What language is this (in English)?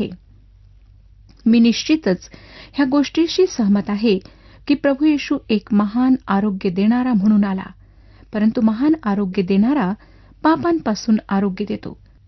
Marathi